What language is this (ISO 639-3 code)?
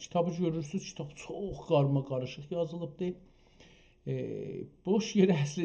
azb